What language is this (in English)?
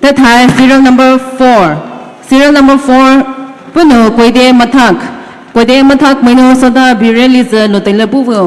Poumei Naga